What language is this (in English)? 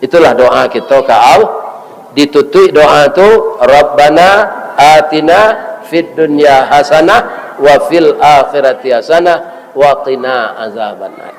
Minangkabau